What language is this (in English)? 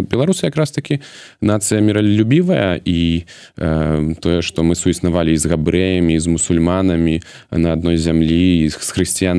Belarusian